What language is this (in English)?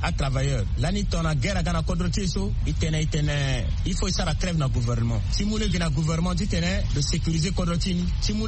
Sango